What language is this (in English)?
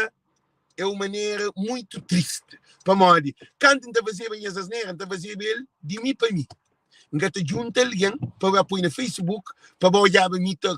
Kabuverdianu